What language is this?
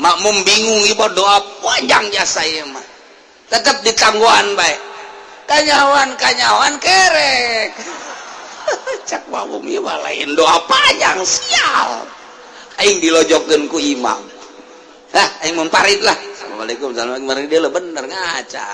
Sundanese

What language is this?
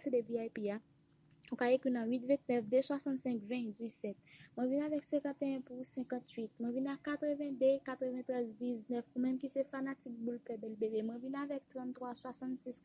Haitian Creole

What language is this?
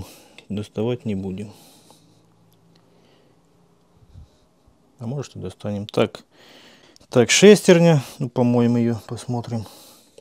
Russian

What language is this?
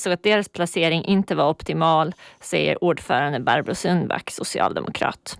Swedish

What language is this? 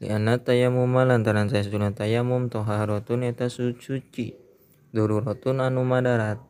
Sundanese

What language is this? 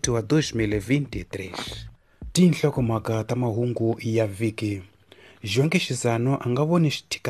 Tsonga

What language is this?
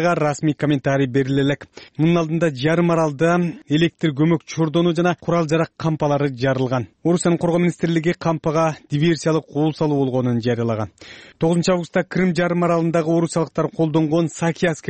Kyrgyz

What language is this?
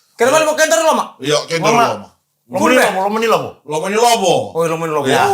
Fijian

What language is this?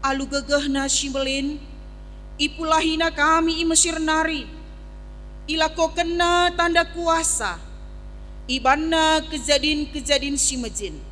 Batak Karo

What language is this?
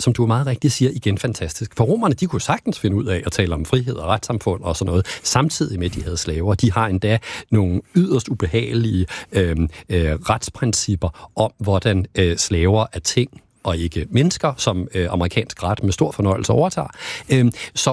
Danish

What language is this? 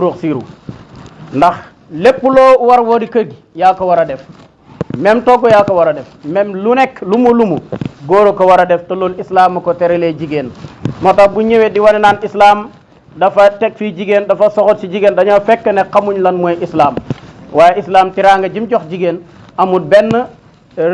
Wolof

